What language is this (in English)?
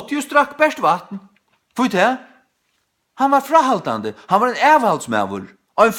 Faroese